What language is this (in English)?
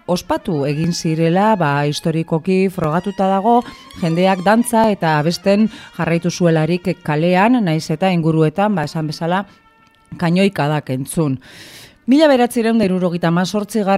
Basque